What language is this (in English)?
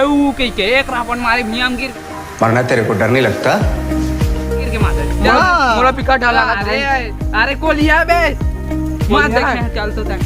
Chhattisgarhi